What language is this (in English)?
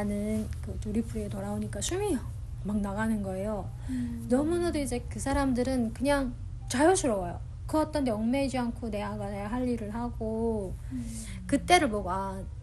Korean